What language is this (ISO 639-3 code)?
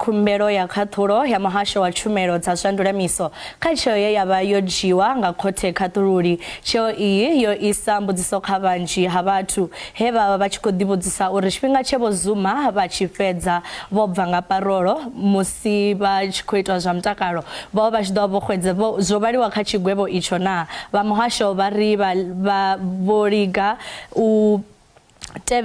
ven